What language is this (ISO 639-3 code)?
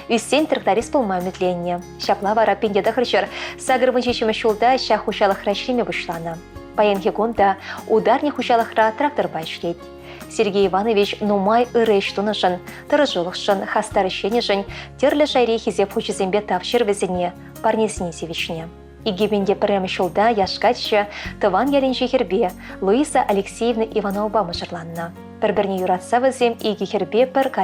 chv